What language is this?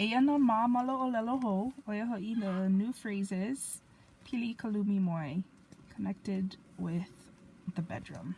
Hawaiian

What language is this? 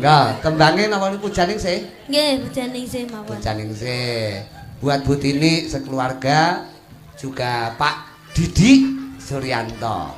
Javanese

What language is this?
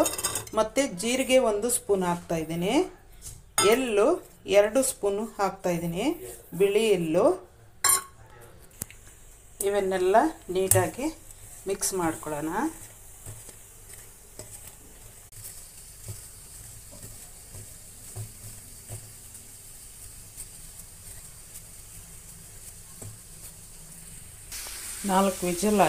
Kannada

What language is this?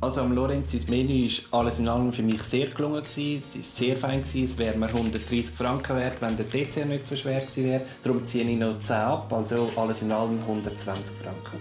Swiss German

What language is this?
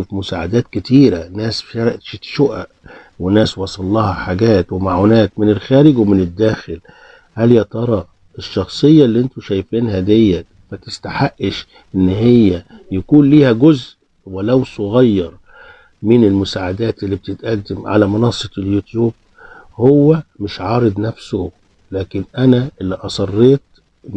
Egyptian Arabic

